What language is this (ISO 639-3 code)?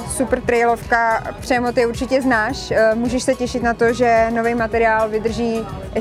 ces